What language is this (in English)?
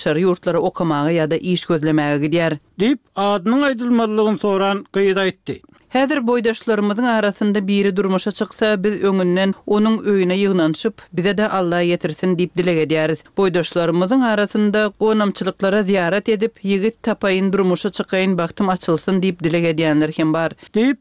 Turkmen